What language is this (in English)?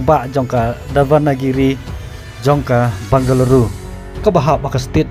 Khasi